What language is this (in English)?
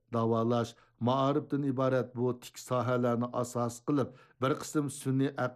Uyghur